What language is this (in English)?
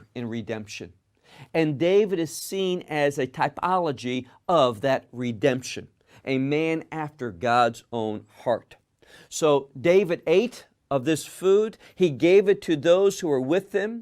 English